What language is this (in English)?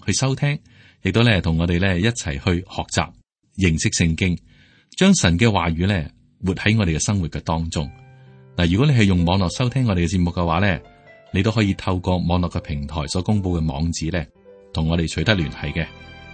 Cantonese